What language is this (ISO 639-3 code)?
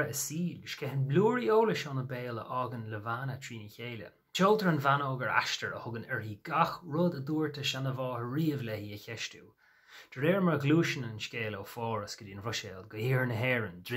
gle